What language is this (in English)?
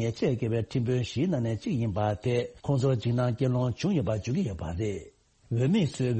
Tibetan